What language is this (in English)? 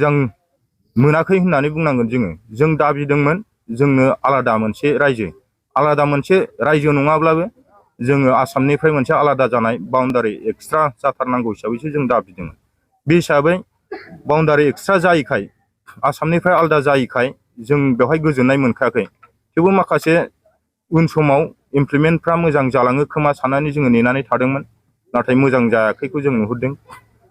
Bodo